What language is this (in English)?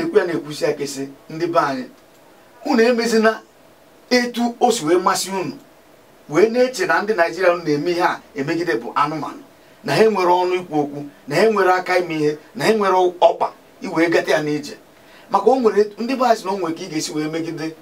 Igbo